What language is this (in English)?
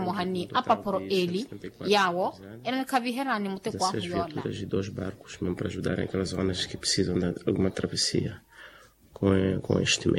Makhuwa